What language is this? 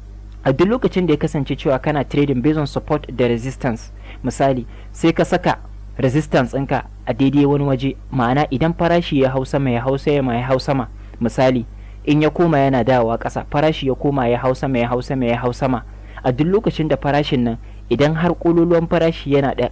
Hausa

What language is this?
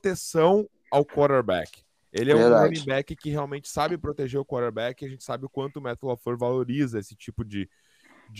Portuguese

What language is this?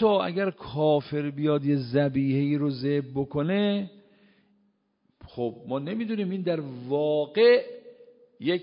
Persian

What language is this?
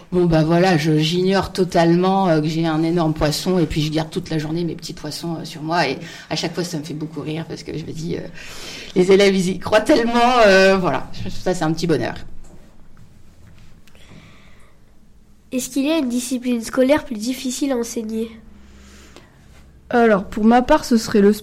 French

